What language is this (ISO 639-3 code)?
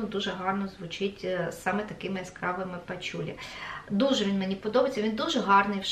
ukr